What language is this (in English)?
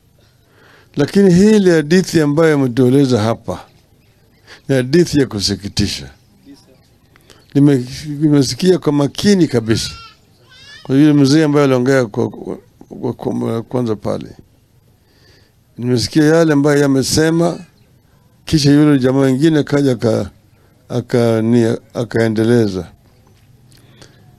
Swahili